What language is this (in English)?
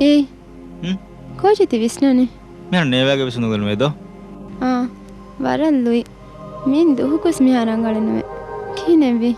Divehi